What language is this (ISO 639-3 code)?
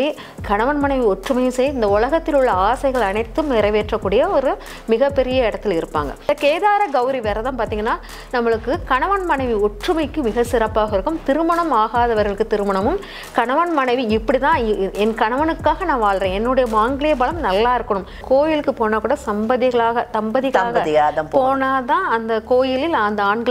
tam